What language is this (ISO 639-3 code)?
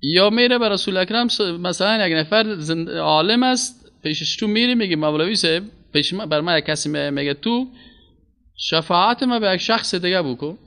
fas